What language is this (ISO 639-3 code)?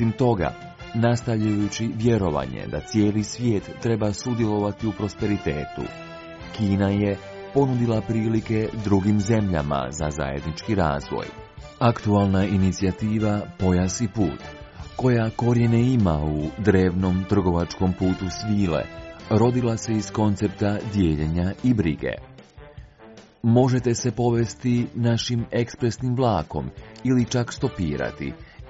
hrv